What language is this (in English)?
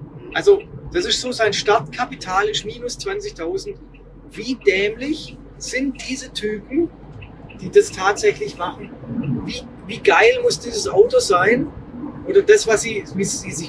German